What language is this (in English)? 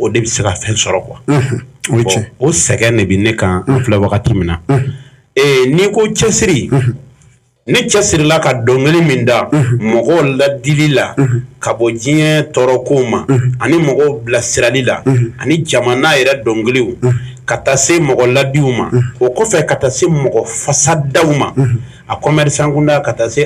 Bambara